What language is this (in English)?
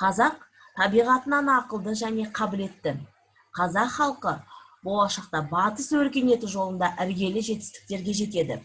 Kazakh